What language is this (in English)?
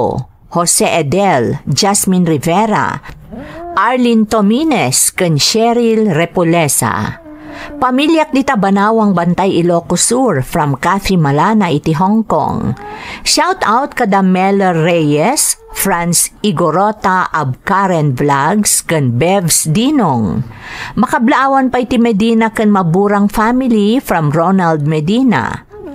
Iloko